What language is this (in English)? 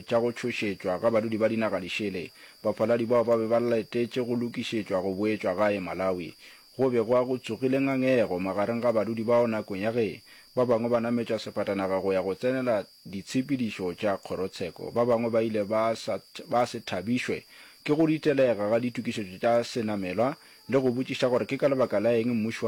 Northern Sotho